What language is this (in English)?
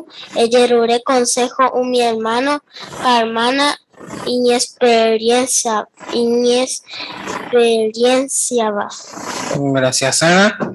Guarani